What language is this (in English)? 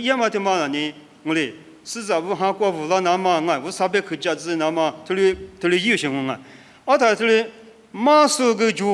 Lisu